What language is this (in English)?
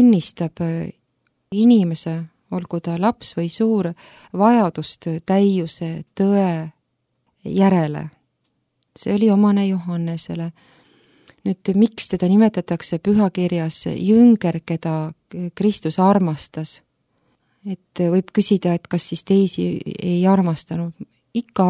Estonian